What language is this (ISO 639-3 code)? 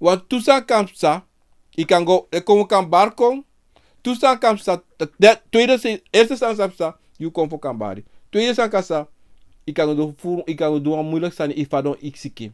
srn